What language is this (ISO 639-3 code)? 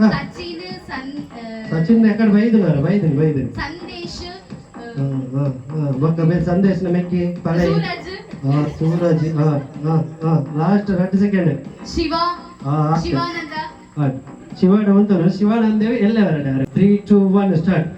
tcy